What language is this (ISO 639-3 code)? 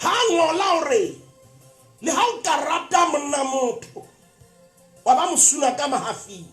sot